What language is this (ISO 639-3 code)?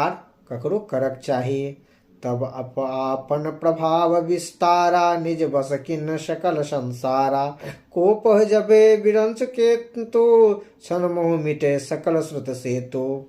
mai